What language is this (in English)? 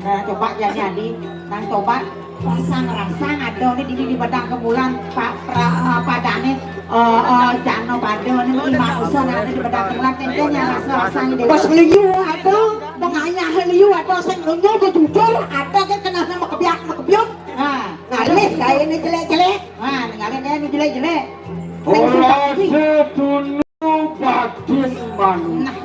Balinese